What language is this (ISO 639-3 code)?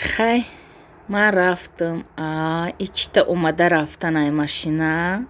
tgk